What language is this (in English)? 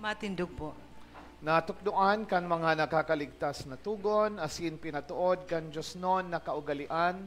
Bikol